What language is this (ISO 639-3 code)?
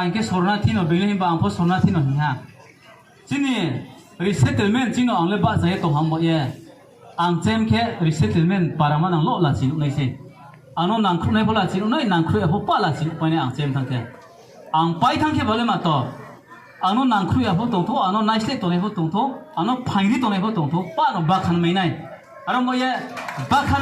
ria